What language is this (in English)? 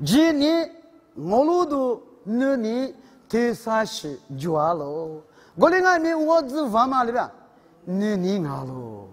Lisu